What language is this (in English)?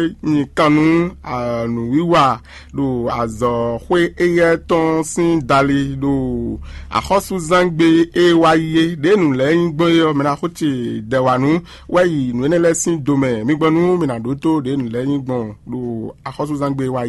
Fon